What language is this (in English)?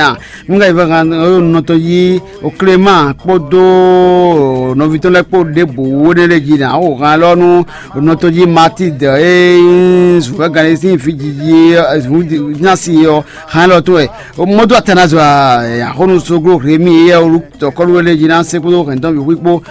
Fon